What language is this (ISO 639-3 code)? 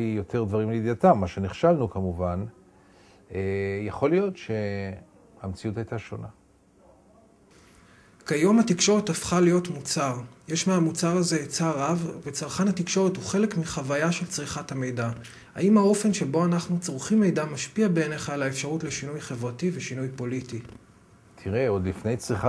heb